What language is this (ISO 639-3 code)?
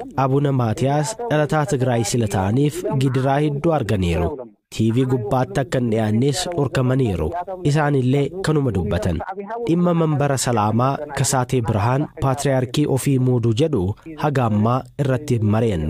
orm